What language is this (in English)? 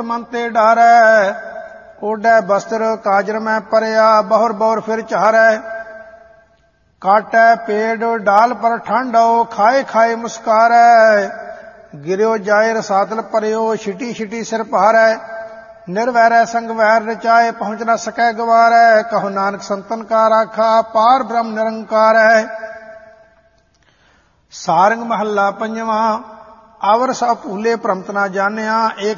Punjabi